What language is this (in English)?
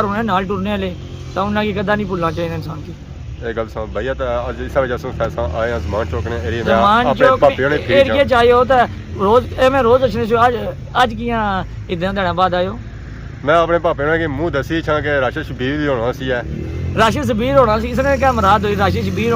Pahari-Potwari